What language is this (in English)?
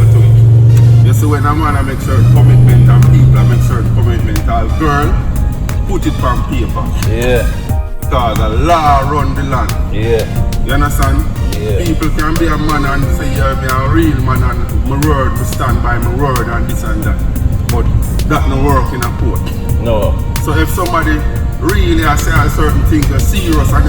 Jamaican Creole English